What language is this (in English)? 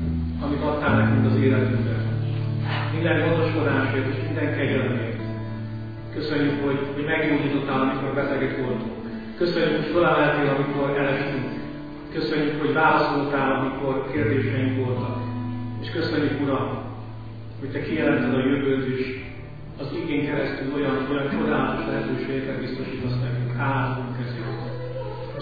Hungarian